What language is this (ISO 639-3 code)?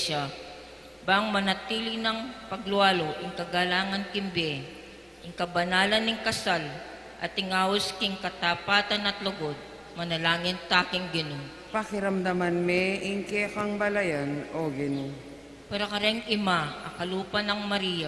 pam